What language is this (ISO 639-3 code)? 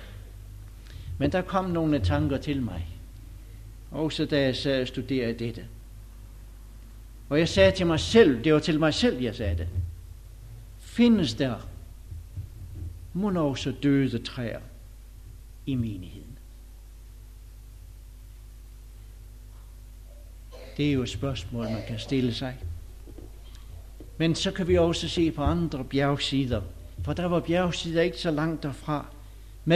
dan